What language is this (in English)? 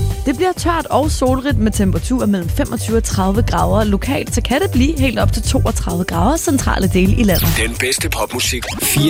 Danish